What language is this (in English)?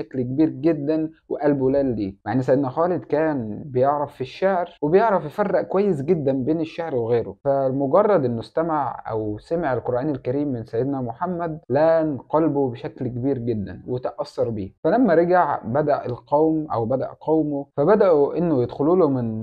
Egyptian Arabic